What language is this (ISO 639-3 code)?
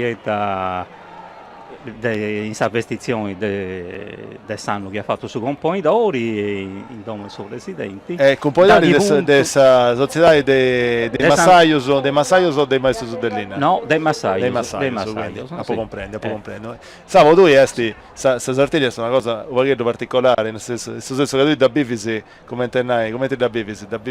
srd